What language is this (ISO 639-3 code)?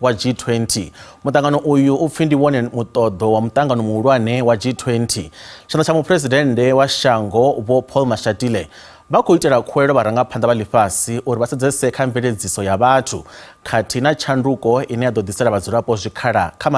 ven